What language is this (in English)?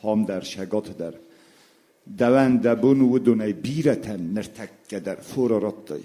Ossetic